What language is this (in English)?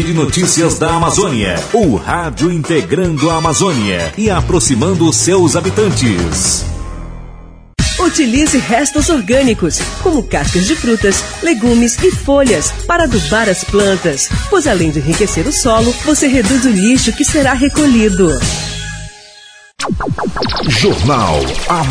Portuguese